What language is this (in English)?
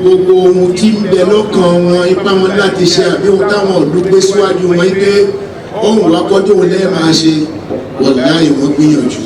Yoruba